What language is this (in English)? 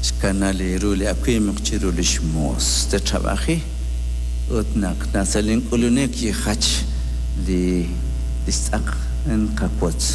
Kekchí